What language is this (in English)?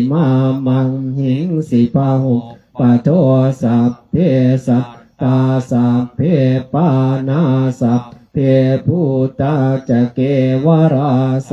Pali